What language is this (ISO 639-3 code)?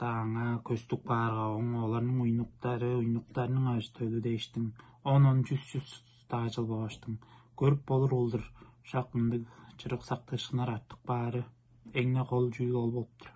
tyv